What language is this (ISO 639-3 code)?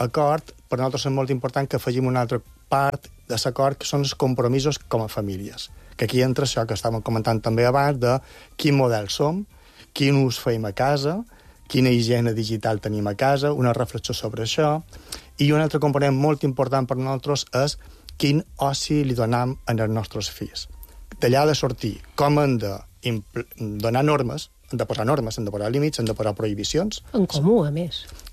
cat